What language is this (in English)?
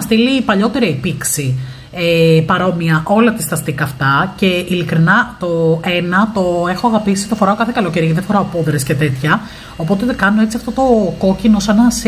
Greek